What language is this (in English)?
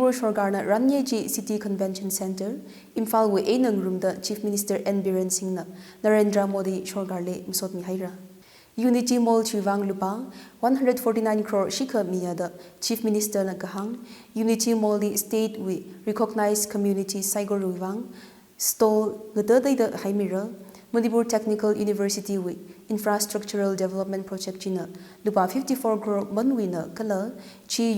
Tangkhul Naga (India)